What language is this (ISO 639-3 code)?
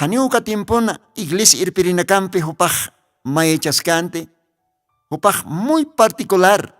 aym